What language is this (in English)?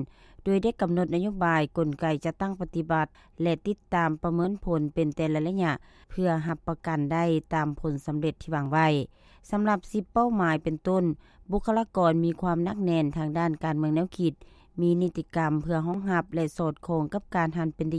Lao